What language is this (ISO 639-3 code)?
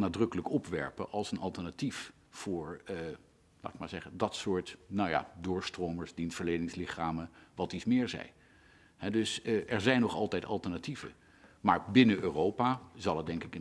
nld